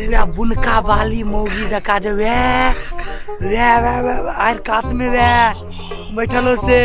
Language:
Maithili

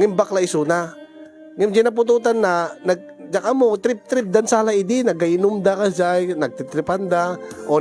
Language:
Iloko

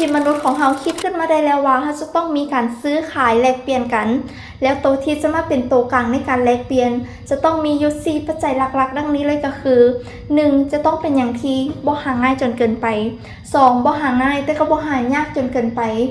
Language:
Lao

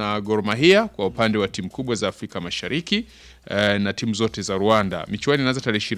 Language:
Swahili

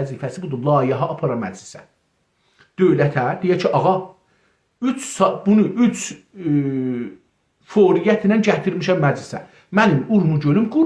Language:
South Azerbaijani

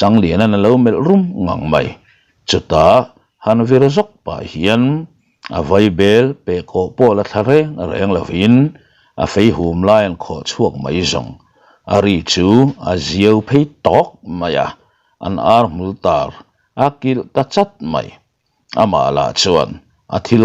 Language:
Mizo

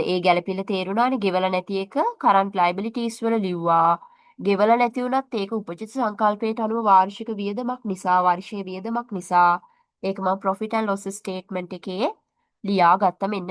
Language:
Sinhala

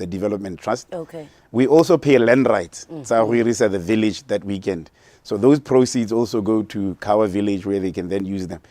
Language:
Tswana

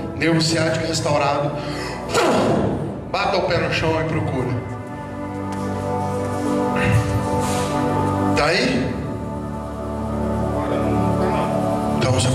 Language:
Portuguese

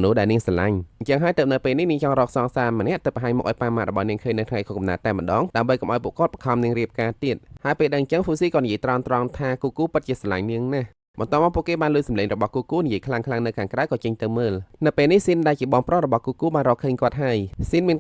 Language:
Khmer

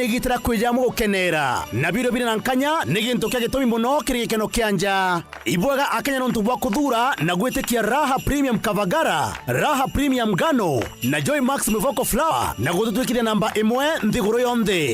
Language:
Meru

